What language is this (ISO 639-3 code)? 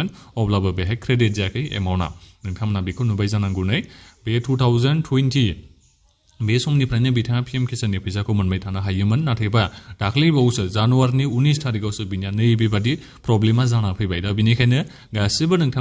brx